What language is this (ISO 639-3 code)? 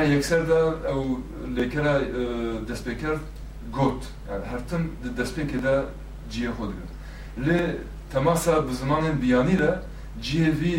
kur